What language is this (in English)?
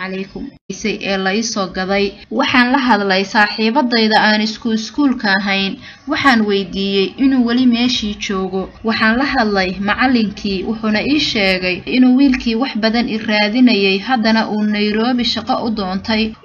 Somali